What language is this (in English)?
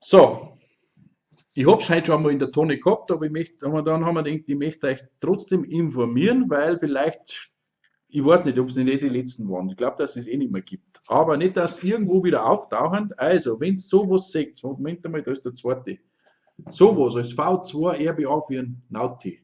Bavarian